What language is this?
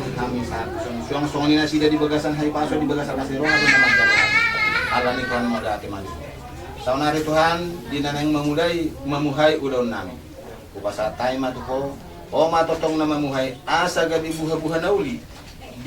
Batak Toba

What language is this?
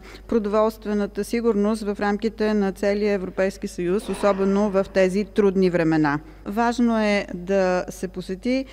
Bulgarian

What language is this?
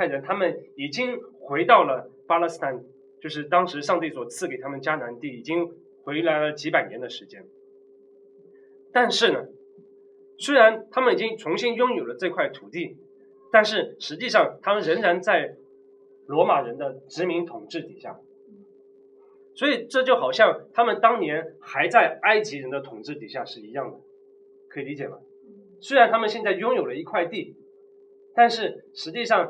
Chinese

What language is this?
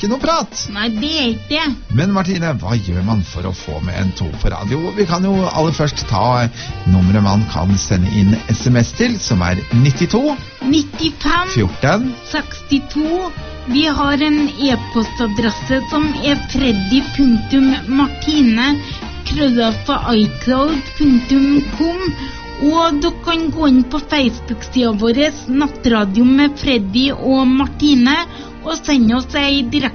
Norwegian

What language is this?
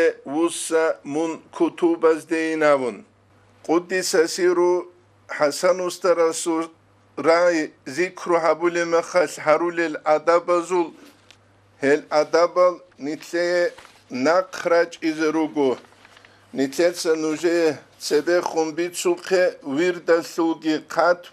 Avaric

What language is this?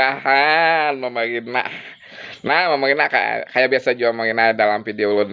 Banjar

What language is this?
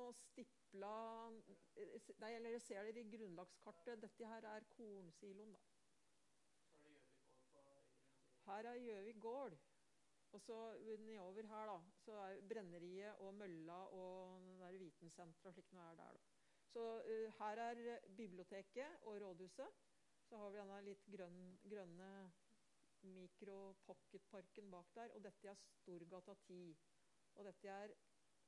Norwegian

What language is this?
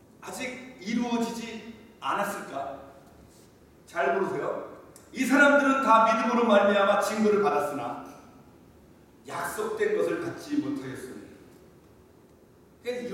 Korean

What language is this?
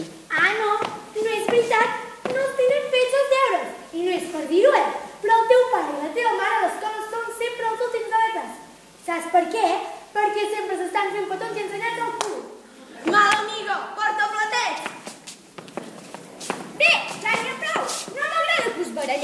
Catalan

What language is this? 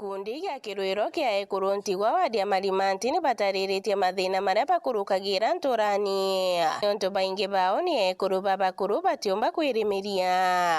Meru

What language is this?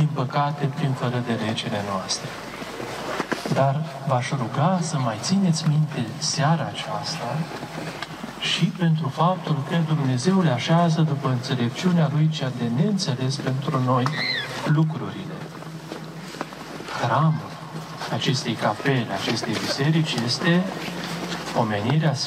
Romanian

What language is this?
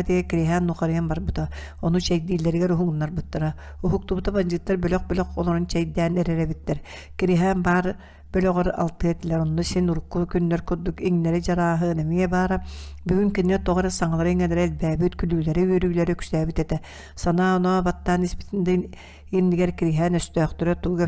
Yakut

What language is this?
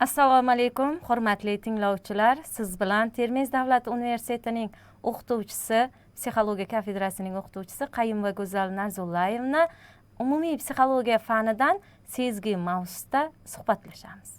Uzbek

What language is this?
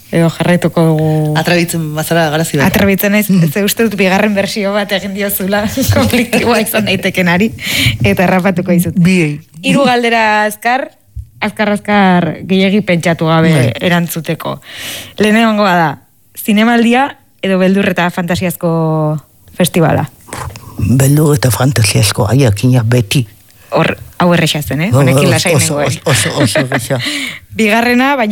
Basque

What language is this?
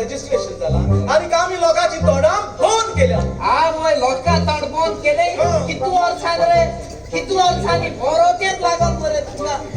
Konkani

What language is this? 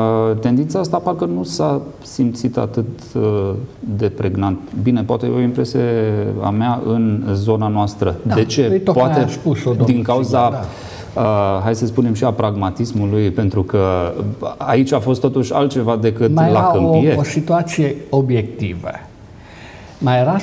Romanian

